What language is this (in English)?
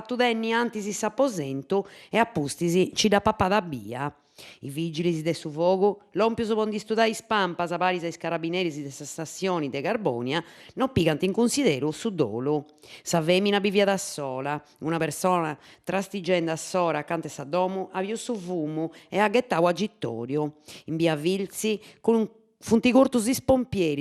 Sardinian